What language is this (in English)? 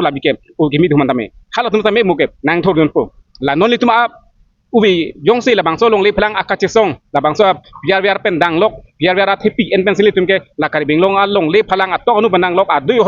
Karbi